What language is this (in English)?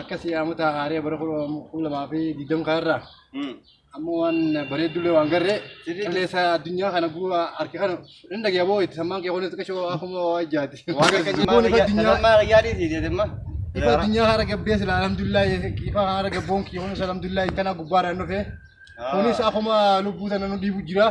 Oromo